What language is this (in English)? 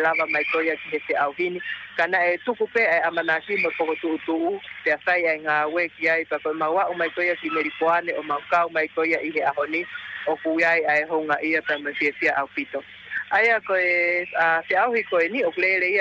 Tongan